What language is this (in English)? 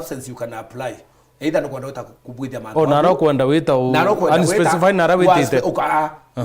Meru